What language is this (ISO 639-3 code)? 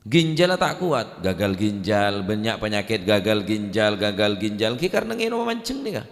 mad